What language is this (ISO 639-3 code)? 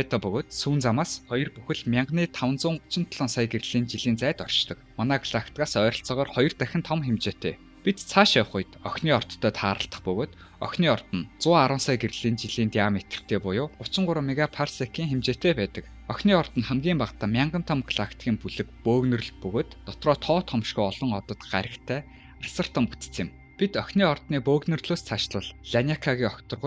mon